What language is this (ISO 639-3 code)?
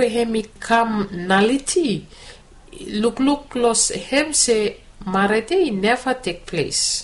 bis